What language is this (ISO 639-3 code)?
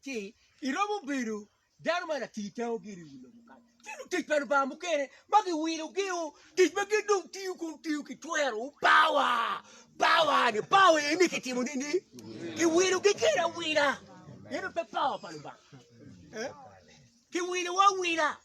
ach